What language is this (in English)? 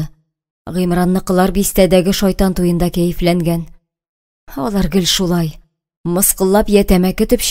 Tatar